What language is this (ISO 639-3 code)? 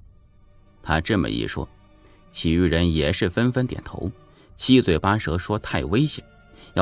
zho